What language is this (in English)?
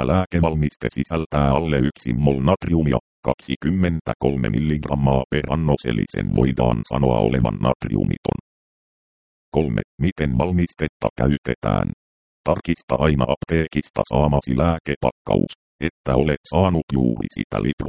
Finnish